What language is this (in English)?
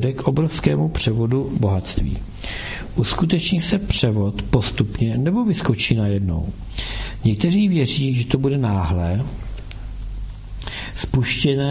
Czech